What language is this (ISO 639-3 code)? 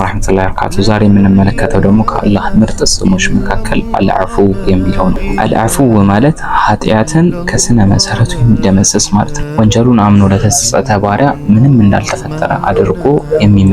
amh